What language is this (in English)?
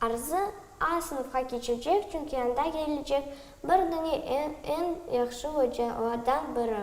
Crimean Tatar